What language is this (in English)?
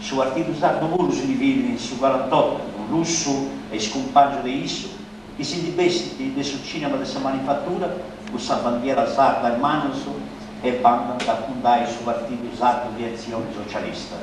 Sardinian